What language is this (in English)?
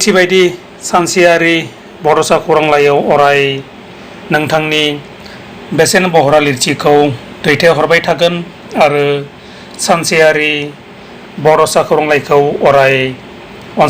Bodo